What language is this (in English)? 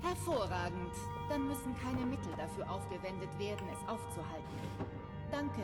Bavarian